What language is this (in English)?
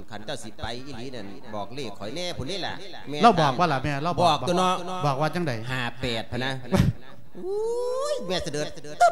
Lao